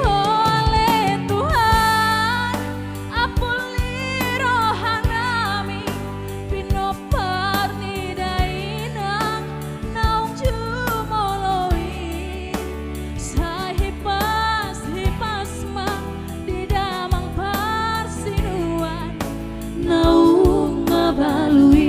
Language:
Batak Toba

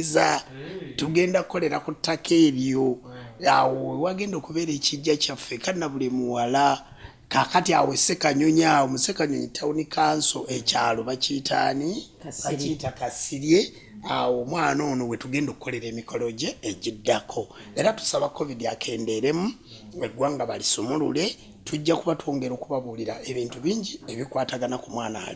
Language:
Ganda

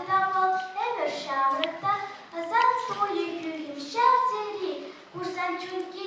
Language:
Chuvash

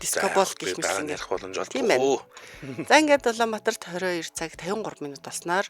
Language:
Mongolian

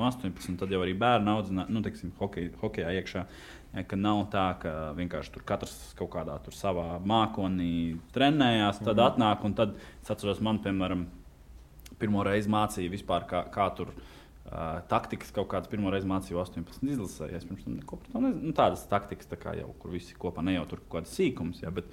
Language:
Latvian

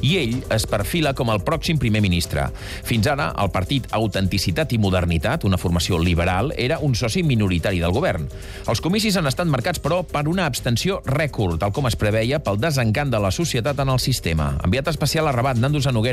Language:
Catalan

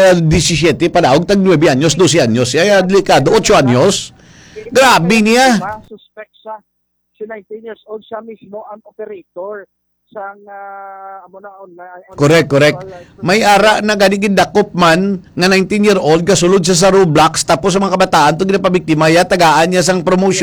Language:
Hiligaynon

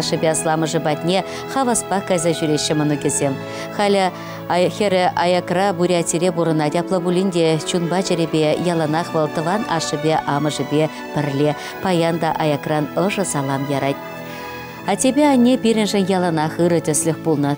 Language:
Chuvash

